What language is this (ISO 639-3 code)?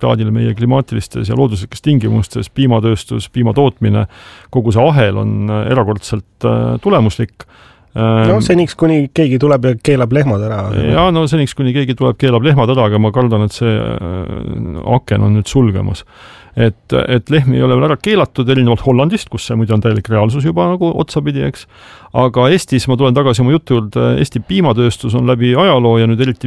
est